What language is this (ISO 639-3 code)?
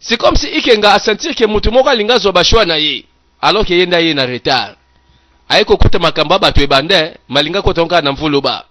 lin